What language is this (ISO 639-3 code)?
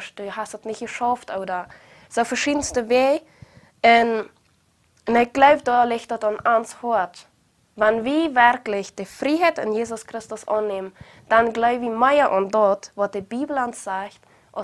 pdt